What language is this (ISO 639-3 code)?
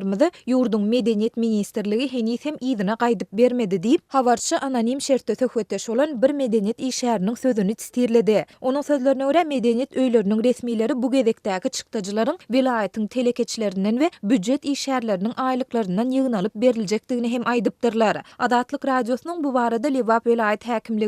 tuk